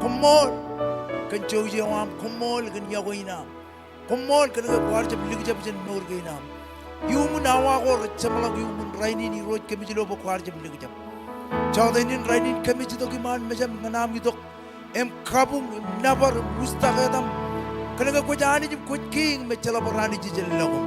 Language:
Marshallese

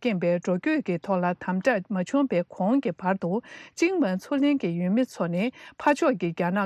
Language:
Tibetan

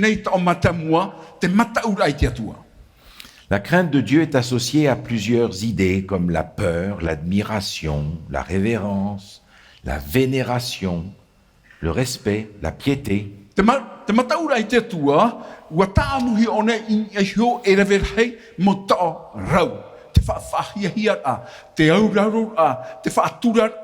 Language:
Tahitian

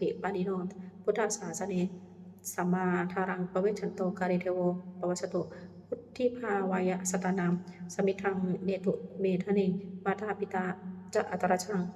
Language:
Pali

